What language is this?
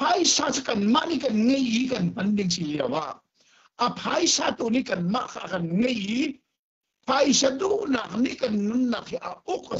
Hakha Chin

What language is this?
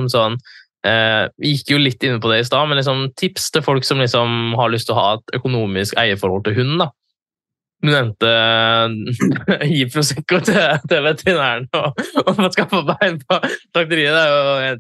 Norwegian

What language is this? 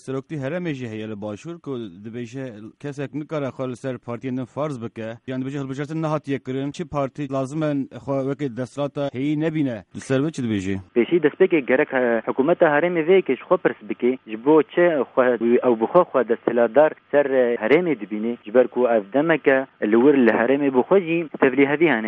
Kurdish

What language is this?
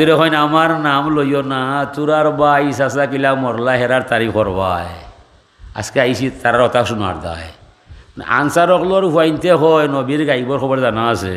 Sylheti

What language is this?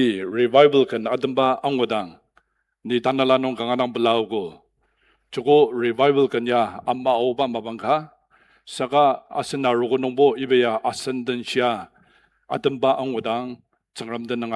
Ao Naga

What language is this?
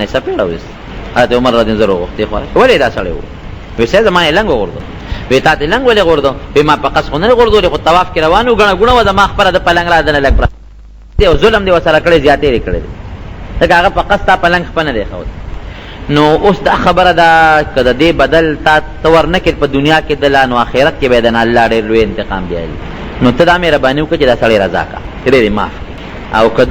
Pashto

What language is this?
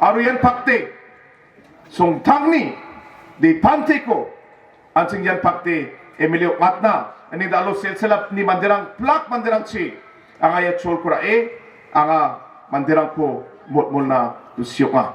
Garo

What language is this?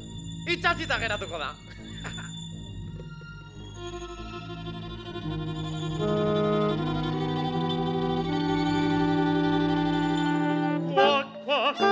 Basque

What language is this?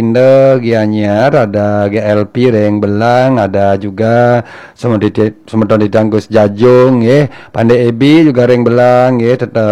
Balinese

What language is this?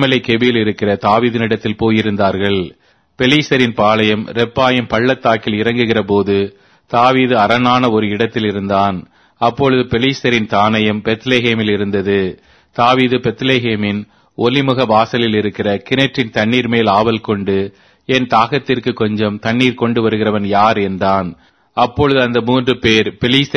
Tamil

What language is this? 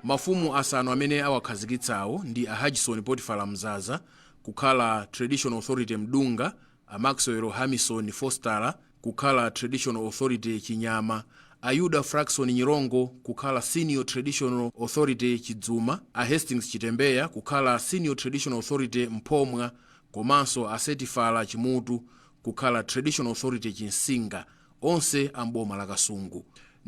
Nyanja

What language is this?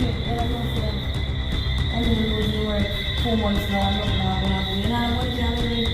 Jamaican Creole English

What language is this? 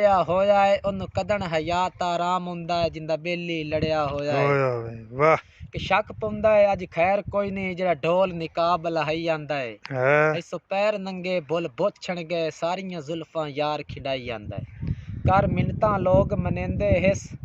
Saraiki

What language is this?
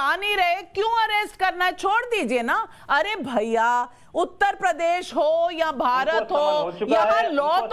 Hindi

